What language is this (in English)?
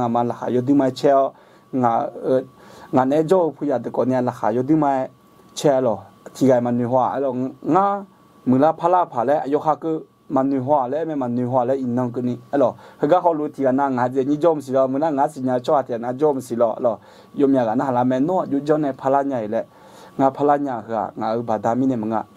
Akha